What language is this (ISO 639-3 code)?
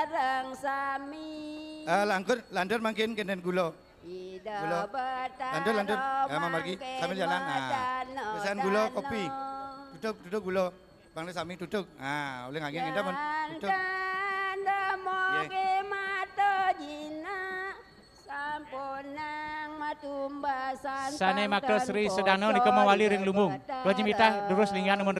ban